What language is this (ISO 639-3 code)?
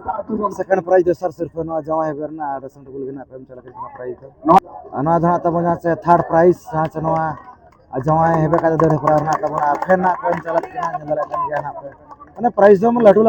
sat